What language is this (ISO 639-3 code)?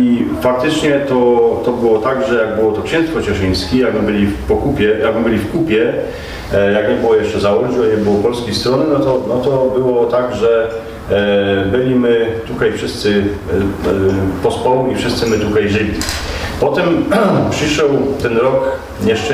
szl